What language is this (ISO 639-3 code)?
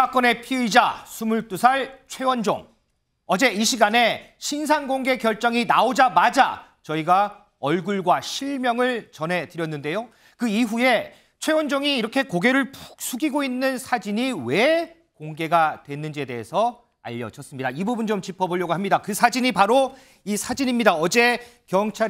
kor